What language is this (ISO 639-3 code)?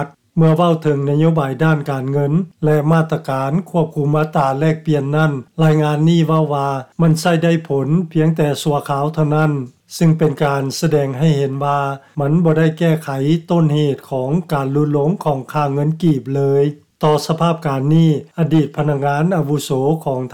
lao